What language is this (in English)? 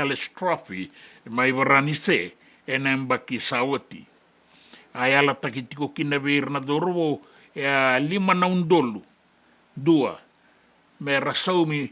Fijian